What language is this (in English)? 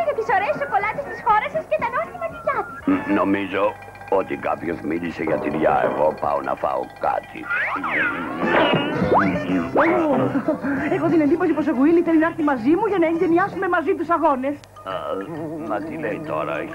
Greek